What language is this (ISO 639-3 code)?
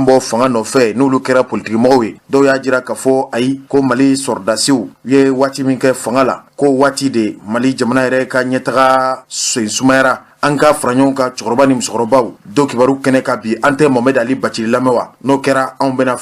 bam